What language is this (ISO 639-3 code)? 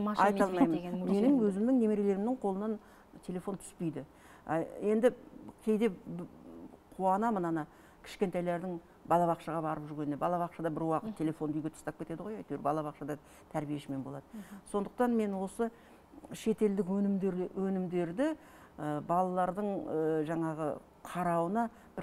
kaz